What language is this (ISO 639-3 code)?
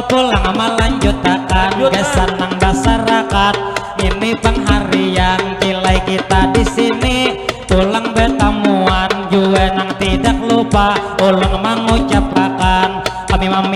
bjn